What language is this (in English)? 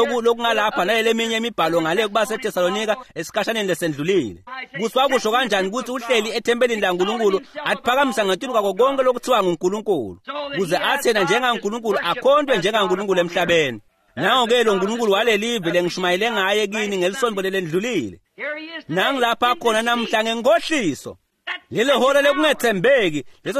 Swati